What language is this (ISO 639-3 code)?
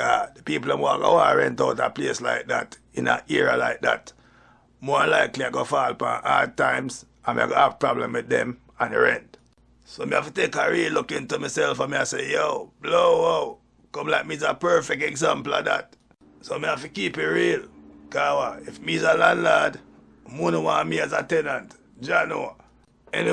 jam